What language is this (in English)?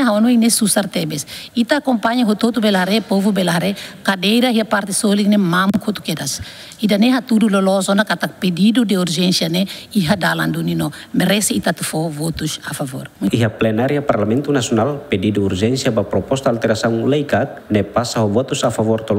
Tetum